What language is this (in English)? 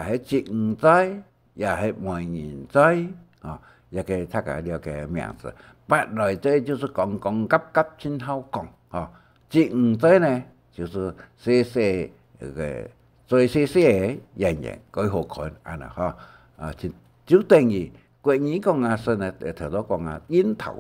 Hakka Chinese